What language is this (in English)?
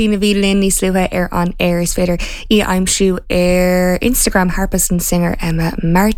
Irish